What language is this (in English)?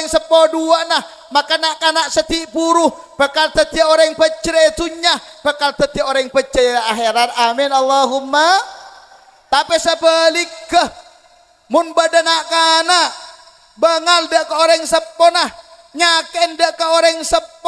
Madurese